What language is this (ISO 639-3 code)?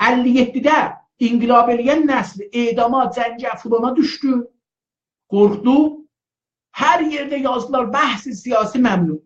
azb